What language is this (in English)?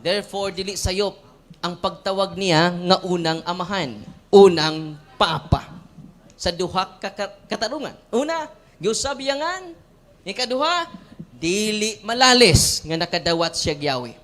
Cebuano